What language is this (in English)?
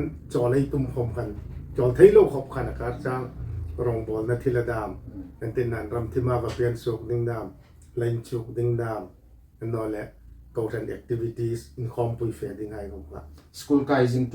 Hmar